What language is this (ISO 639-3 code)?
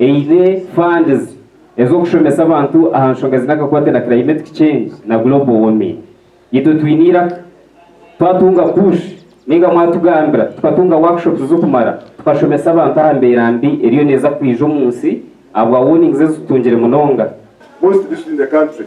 nyn